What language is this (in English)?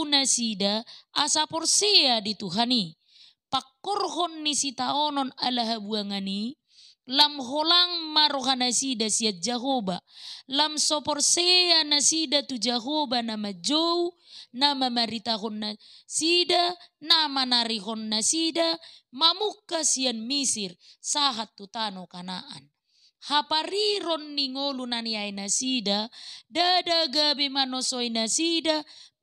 Batak Toba